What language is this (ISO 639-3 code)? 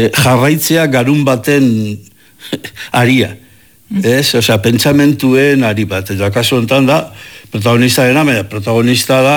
eus